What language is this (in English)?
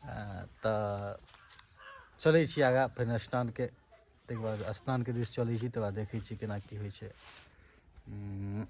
Maithili